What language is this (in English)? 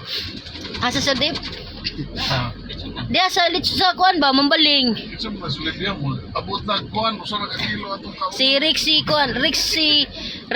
Cebuano